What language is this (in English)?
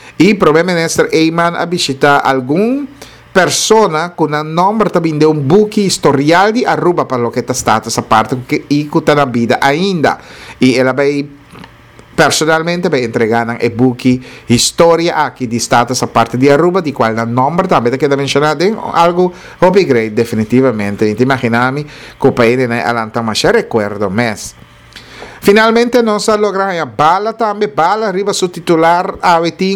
Papiamento